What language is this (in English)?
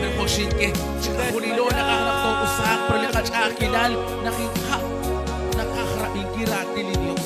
Kekchí